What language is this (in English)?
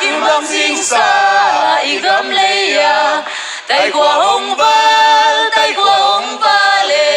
Tedim Chin